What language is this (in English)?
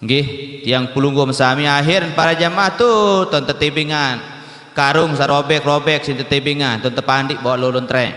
Sasak